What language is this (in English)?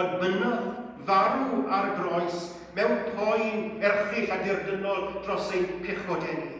Welsh